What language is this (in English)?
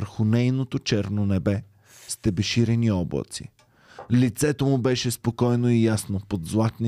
Bulgarian